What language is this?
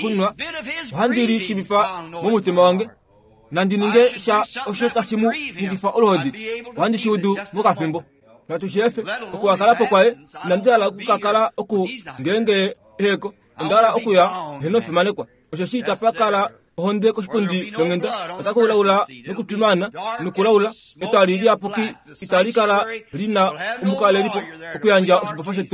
Kuanyama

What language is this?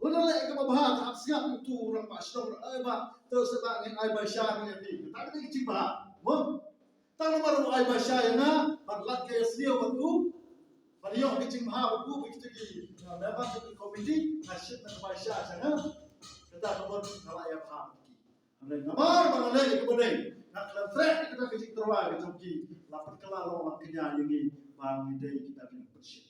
Khasi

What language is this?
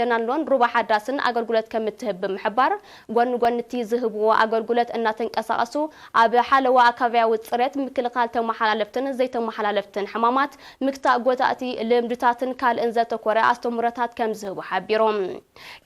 Tigrinya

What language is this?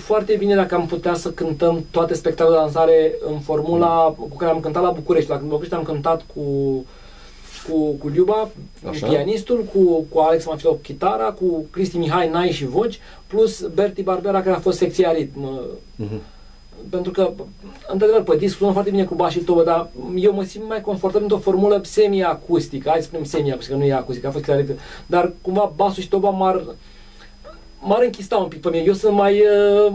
Romanian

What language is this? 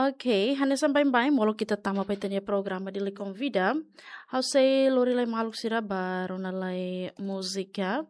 Tetum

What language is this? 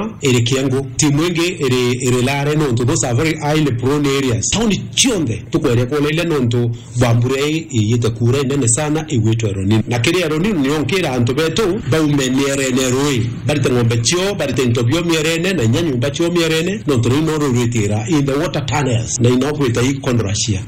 Meru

